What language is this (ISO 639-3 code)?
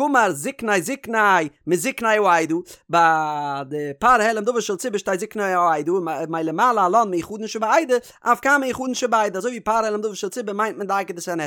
yid